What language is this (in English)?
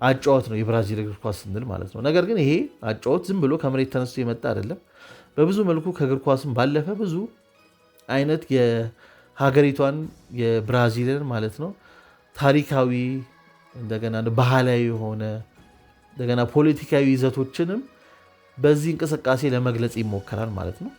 Amharic